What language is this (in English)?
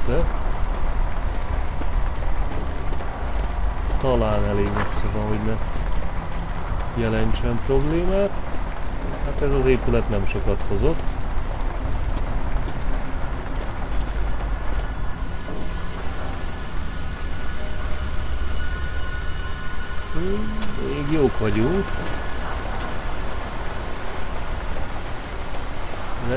Hungarian